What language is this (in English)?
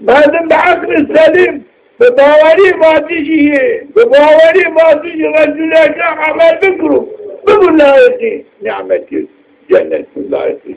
Zaza